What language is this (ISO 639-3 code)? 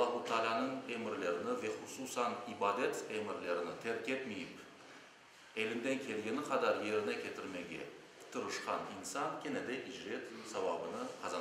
crh